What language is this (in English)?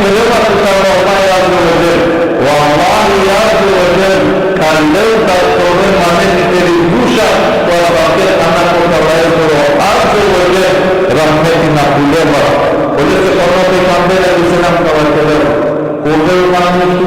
Balkan Romani